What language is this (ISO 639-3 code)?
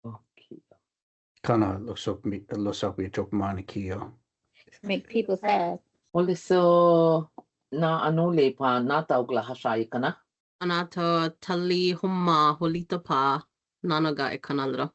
cho